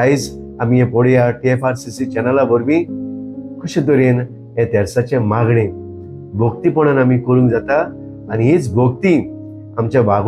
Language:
Konkani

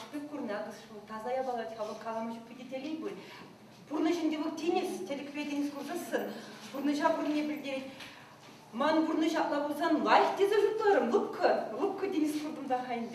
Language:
Chuvash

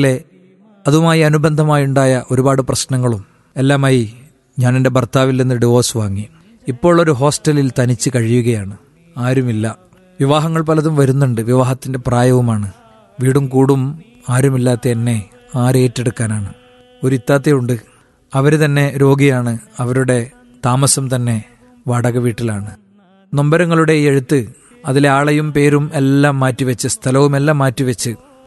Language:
Malayalam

